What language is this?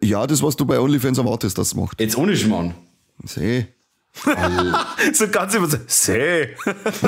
Bavarian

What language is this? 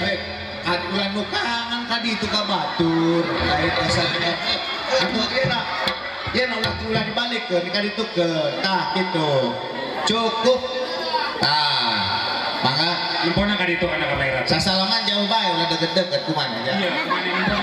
Sundanese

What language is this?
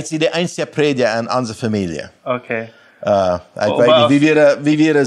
Plautdietsch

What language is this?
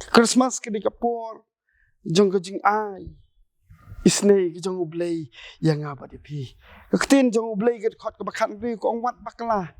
Khasi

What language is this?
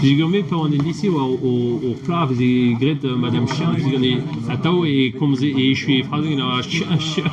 Breton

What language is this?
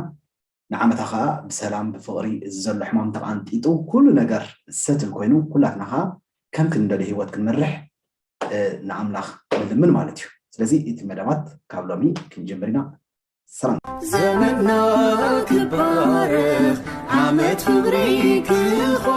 Tigrinya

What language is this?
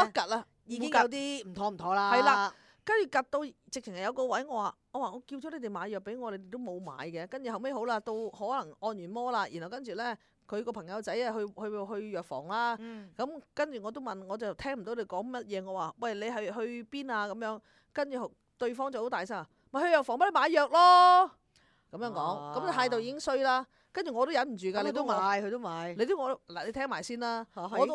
Cantonese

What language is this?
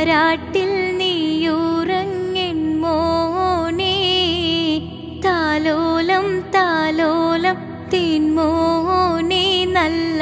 Malayalam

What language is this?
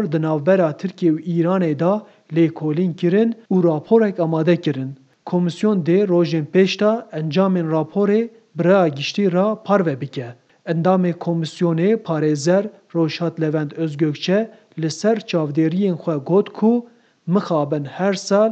Kurdish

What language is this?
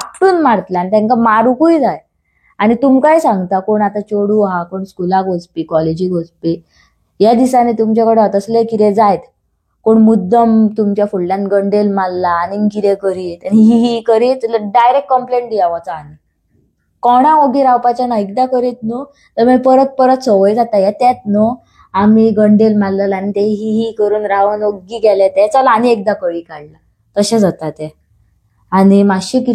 Konkani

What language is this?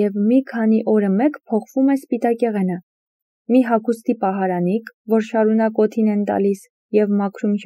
Armenian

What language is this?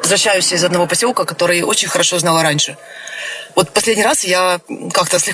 Russian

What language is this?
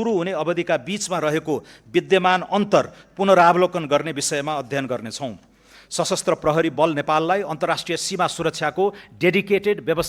Nepali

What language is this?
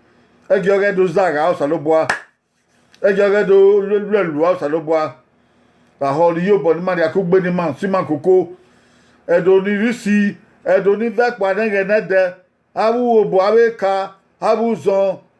Bini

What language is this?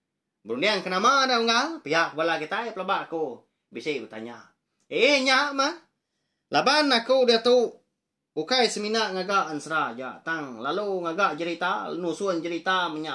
Iban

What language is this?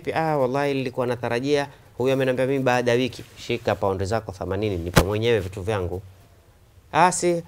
Swahili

